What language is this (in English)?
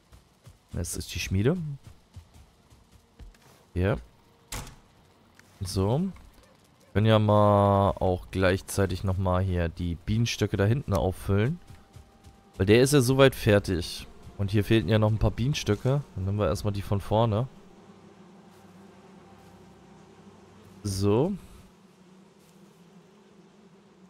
German